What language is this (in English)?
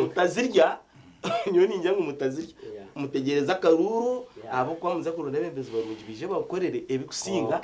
Nyankole